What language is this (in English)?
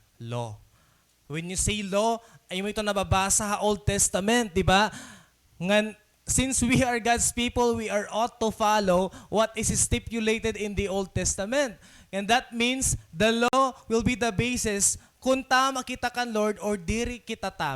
Waray